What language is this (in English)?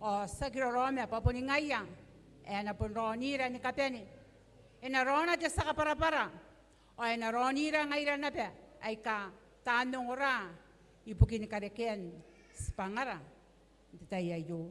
Gilbertese